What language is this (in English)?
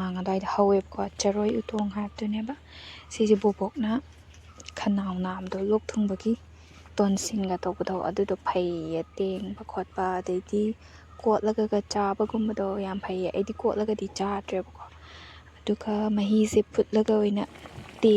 Manipuri